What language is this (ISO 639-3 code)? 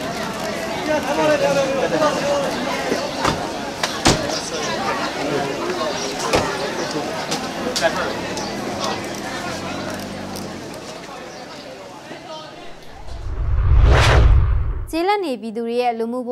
mya